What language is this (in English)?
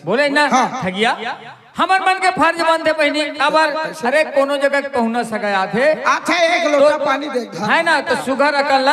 Chhattisgarhi